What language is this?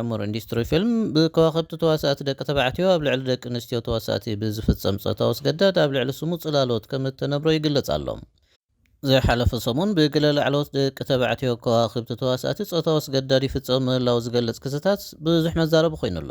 Tigrinya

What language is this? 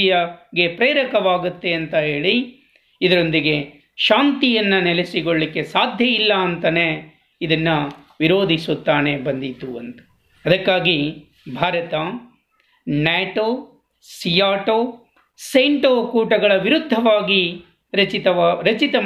Kannada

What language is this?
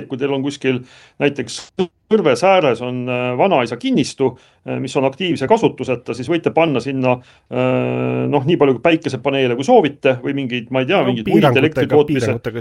Estonian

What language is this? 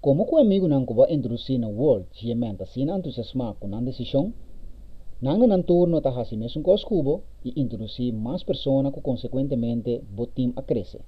Papiamento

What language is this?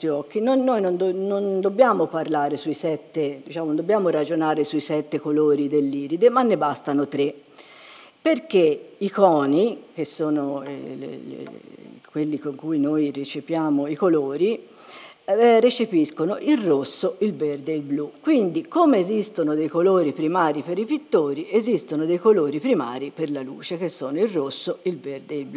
Italian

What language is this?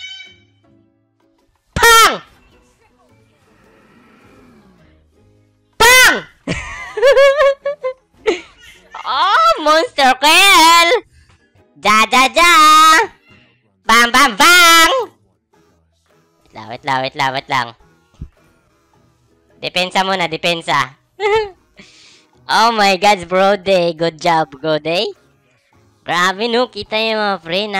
Filipino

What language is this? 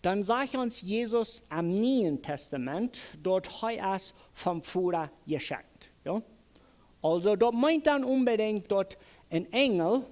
Plautdietsch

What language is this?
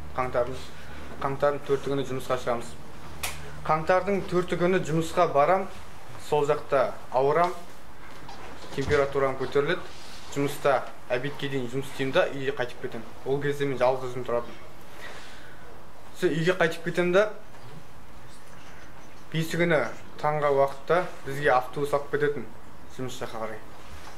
Kazakh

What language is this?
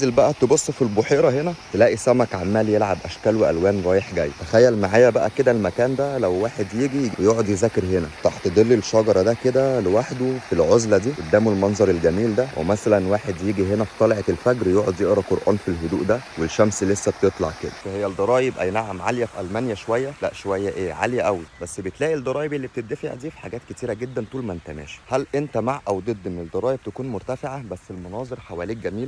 Egyptian Arabic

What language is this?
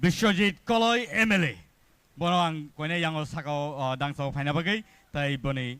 Kok Borok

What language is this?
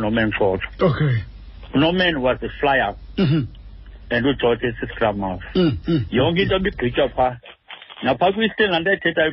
Xhosa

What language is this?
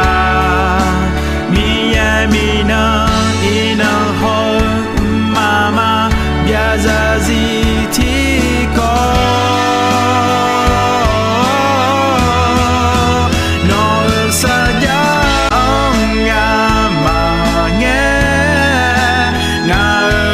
Akha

